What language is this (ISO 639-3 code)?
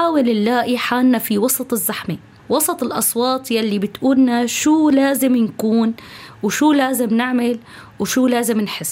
apc